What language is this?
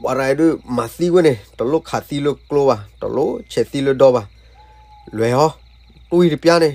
S'gaw Karen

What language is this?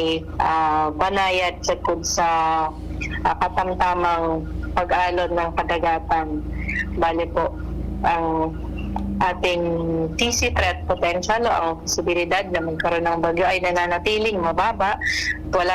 Bikol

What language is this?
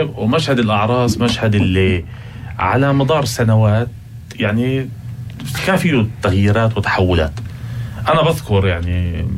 North Levantine Arabic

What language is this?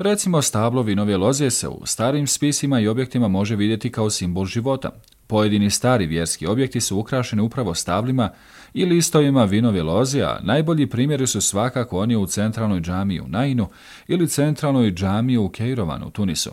Bosnian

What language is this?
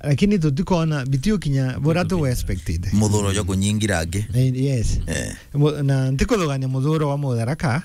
Meru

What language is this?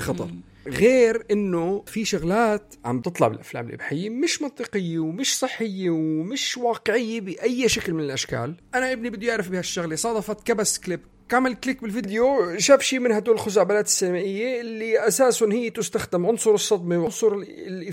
North Levantine Arabic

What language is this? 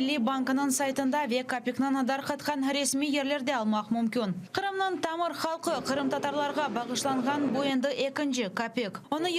Crimean Tatar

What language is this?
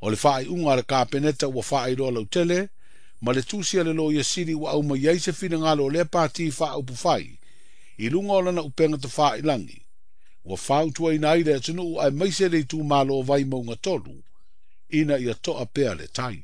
Samoan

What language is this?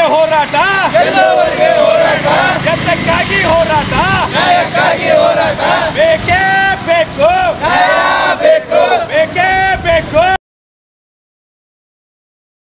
Kannada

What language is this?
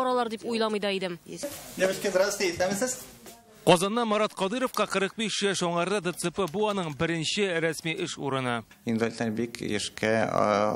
Tatar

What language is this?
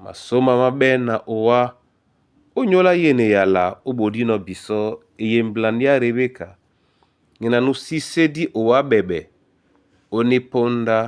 Duala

